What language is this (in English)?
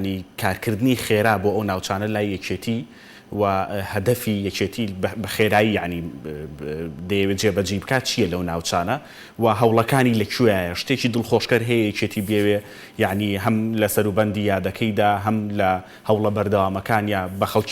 Central Kurdish